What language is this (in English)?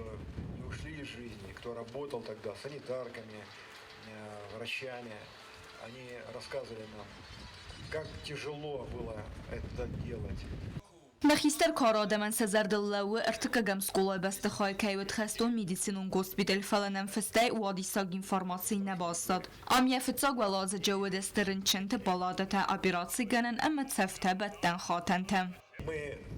Ossetic